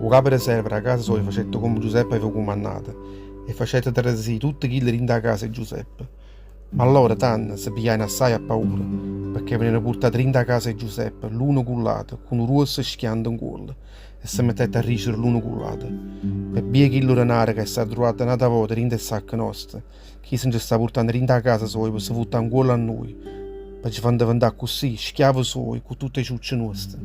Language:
Neapolitan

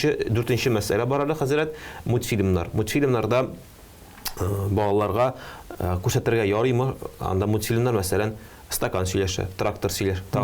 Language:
Tatar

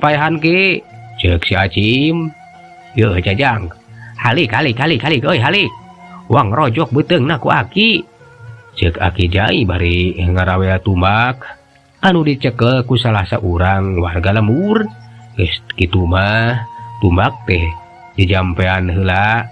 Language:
Sundanese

